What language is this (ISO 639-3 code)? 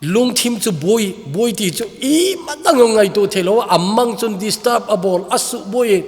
tcz